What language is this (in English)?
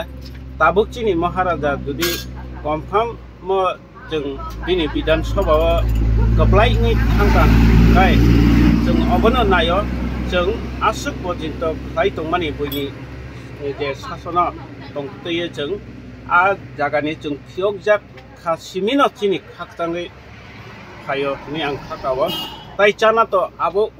Kok Borok